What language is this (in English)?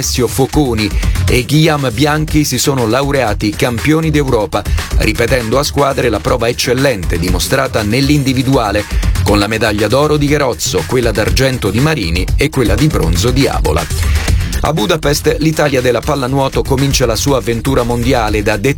Italian